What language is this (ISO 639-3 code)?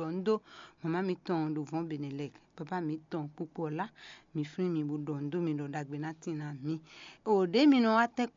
fon